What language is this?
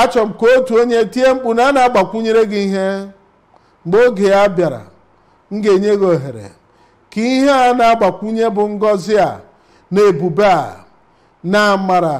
Igbo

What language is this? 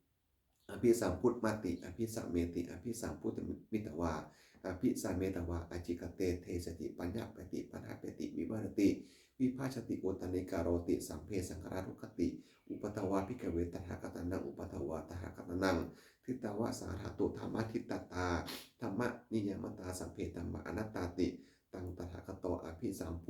Pali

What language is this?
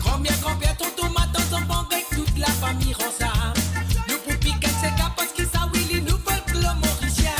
Morisyen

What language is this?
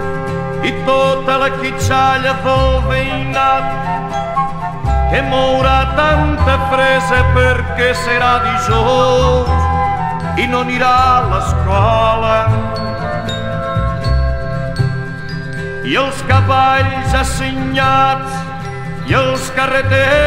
Catalan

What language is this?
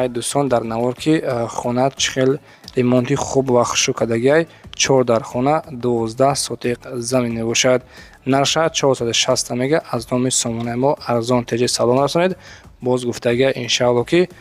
Tajik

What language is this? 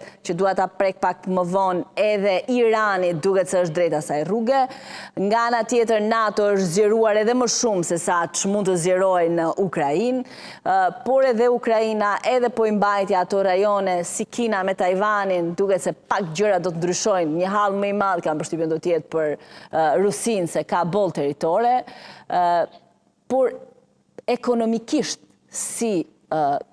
Albanian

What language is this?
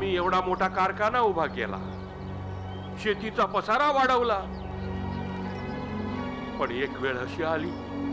Marathi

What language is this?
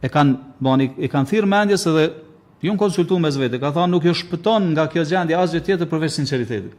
Albanian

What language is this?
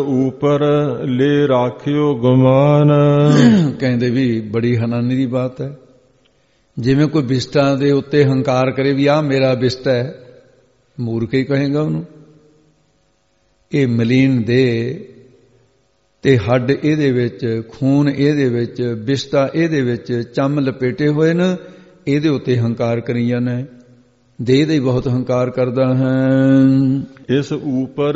Punjabi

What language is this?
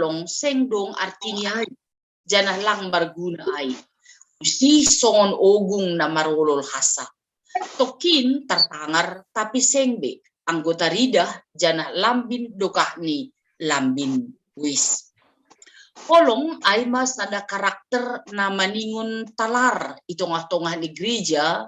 Batak Simalungun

